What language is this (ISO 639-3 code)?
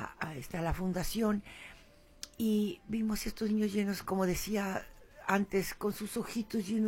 spa